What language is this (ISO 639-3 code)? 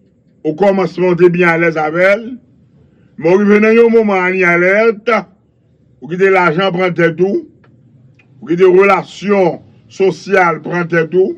hat